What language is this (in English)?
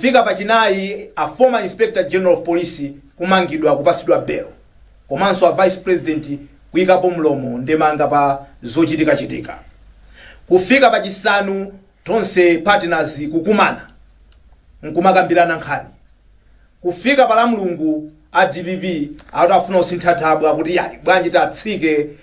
Nyanja